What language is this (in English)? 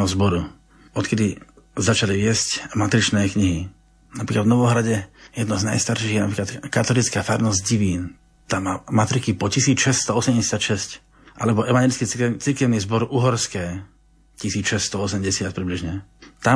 Slovak